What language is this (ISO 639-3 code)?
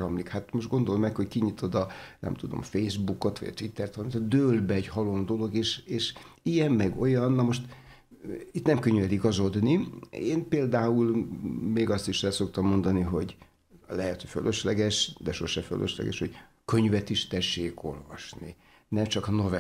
hun